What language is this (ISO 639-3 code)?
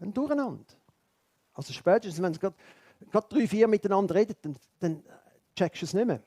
gsw